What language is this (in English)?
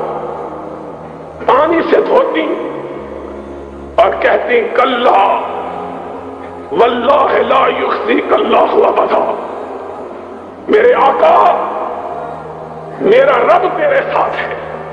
Urdu